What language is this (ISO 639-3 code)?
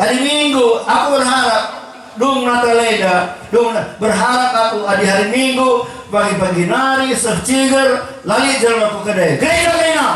btx